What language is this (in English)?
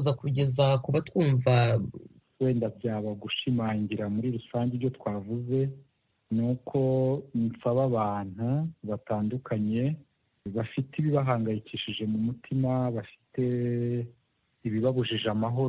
Kinyarwanda